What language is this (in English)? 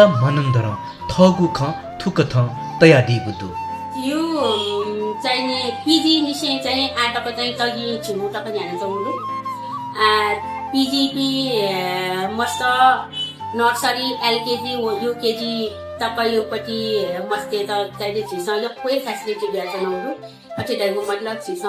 Newari